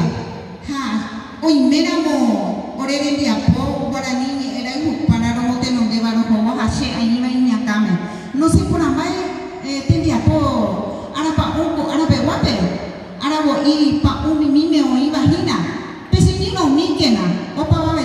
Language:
Guarani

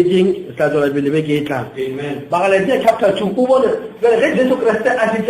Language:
Northern Sotho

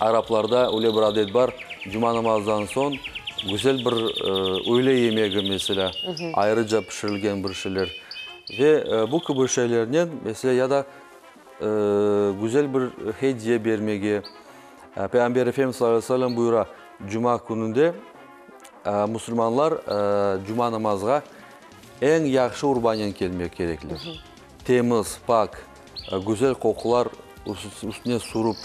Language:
Crimean Tatar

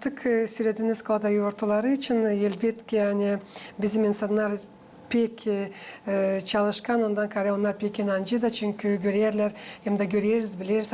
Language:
Gagauz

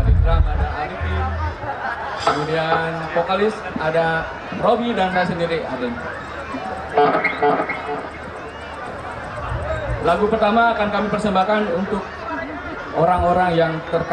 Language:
Indonesian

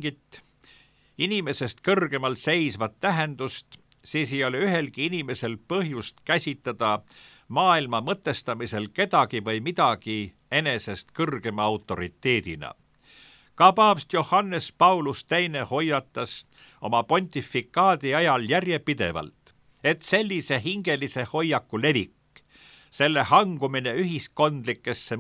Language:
Estonian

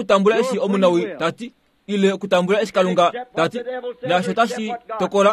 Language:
Kuanyama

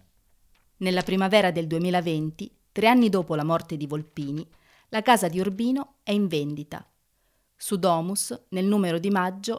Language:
Italian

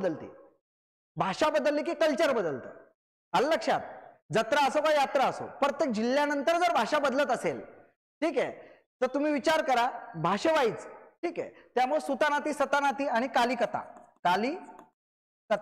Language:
Marathi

